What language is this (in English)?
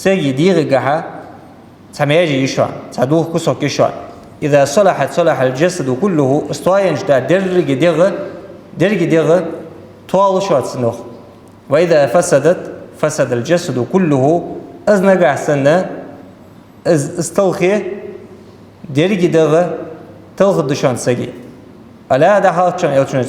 Ingush